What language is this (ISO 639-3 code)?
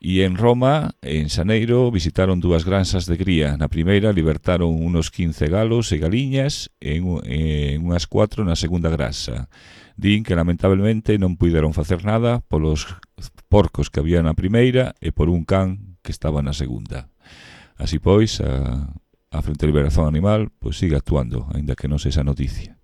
glg